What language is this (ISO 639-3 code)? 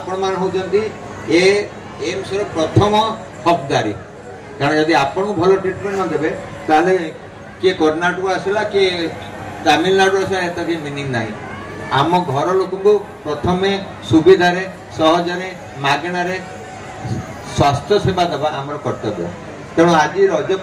ori